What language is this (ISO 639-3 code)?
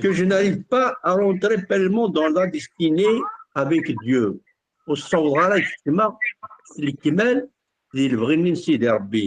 kab